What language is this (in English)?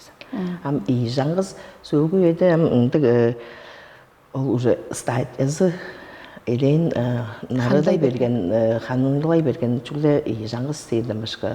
Tuvinian